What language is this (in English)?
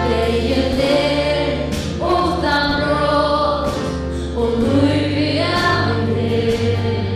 Faroese